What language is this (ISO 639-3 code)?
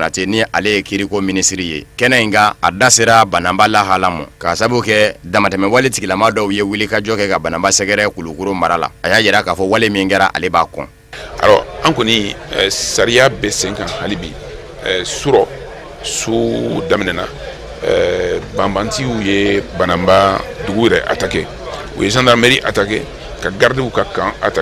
bam